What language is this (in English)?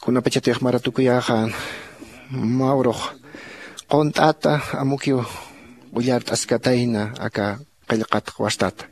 Aymara